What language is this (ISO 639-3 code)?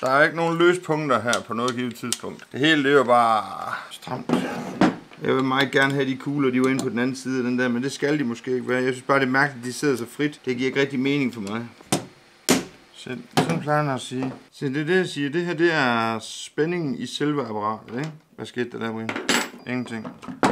dan